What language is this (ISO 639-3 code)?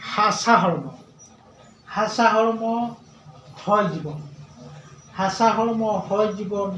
sat